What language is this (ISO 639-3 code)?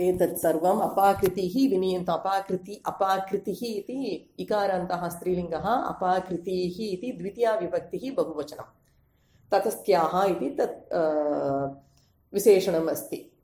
san